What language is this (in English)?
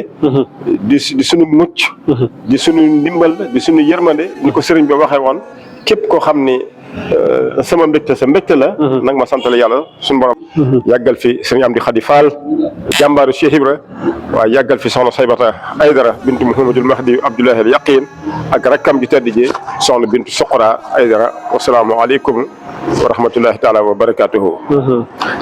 Wolof